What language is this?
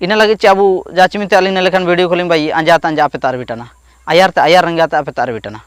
Ho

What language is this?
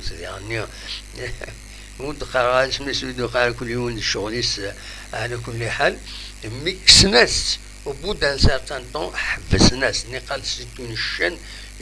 Kabyle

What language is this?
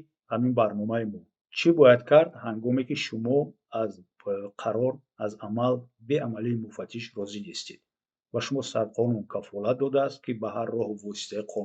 Tajik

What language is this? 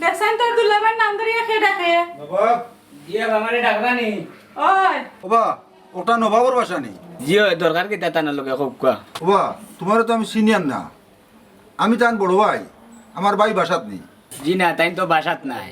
Sylheti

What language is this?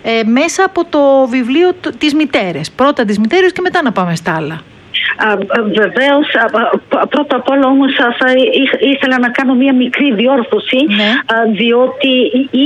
Greek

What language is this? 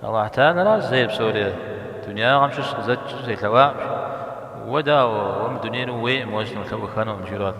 Kabardian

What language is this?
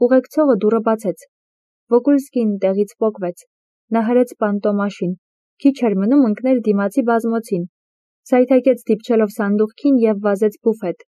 Armenian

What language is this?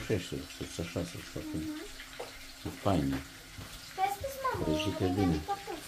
Romanian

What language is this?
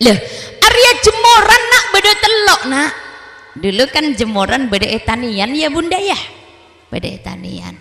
Madurese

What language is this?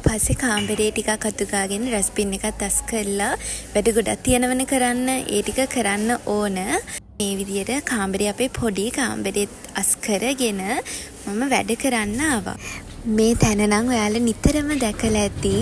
Sinhala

